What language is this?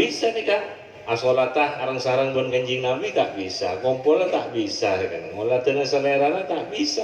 Madurese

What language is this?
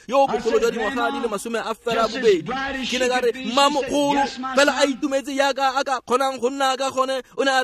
Tswana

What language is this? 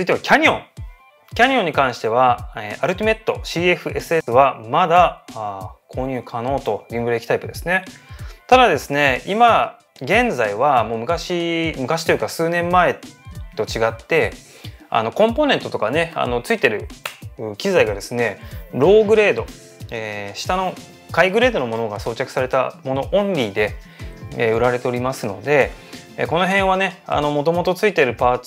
Japanese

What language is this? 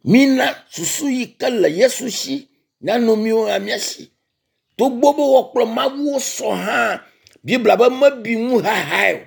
Ewe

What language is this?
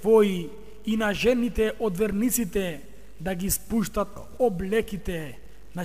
Macedonian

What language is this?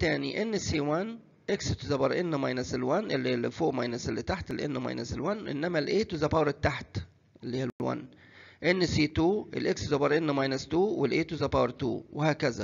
Egyptian Arabic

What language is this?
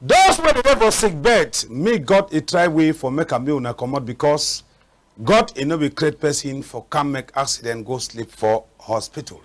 Cameroon Pidgin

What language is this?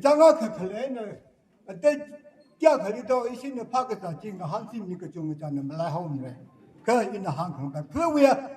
Tangkhul Naga (India)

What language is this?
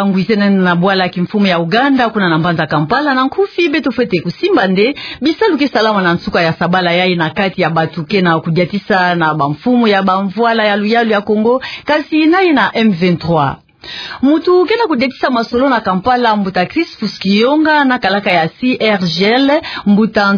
Kituba (Democratic Republic of Congo)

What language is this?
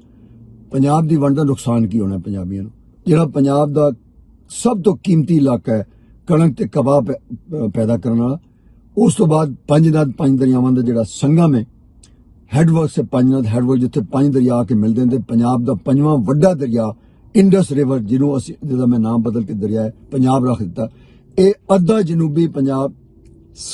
Western Panjabi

